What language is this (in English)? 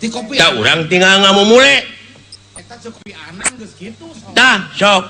Sundanese